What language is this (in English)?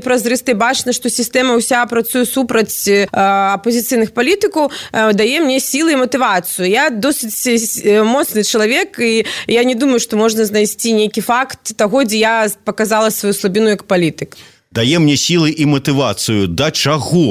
Belarusian